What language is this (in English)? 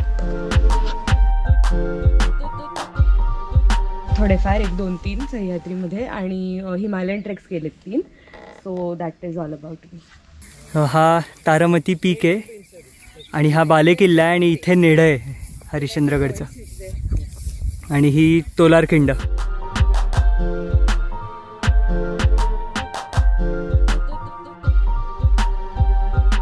Marathi